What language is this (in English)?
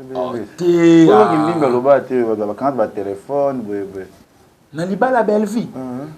Lingala